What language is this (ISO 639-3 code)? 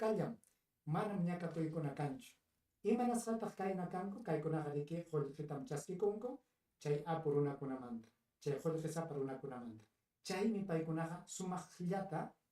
quy